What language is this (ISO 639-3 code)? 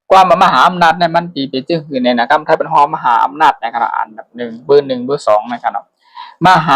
shn